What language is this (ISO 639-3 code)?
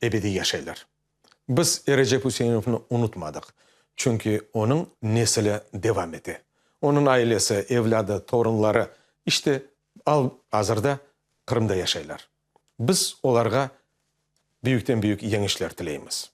crh